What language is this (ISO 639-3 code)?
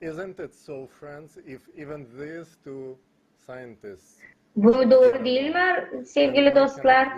gag